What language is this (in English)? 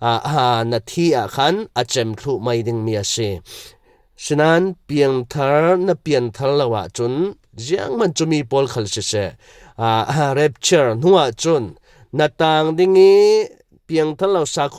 Falam Chin